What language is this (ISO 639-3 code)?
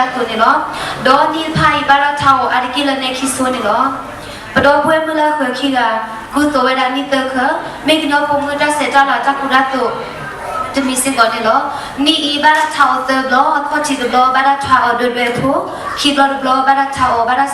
ksw